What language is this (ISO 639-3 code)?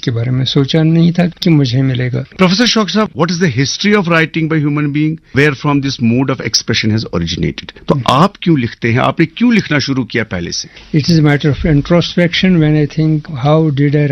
urd